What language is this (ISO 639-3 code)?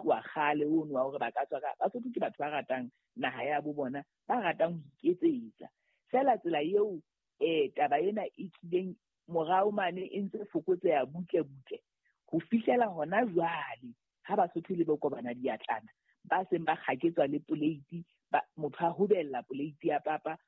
sot